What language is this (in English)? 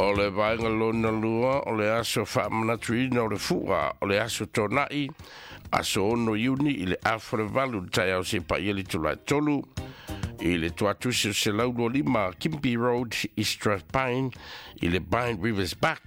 Samoan